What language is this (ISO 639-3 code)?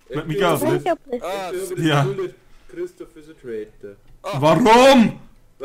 bar